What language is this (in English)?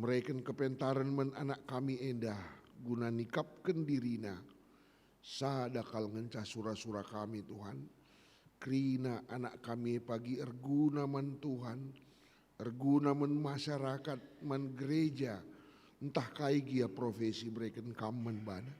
Batak Karo